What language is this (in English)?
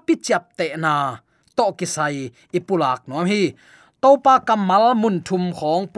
Tedim Chin